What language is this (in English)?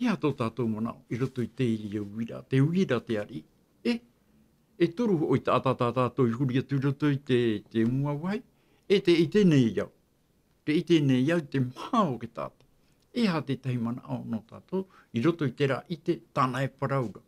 Tahitian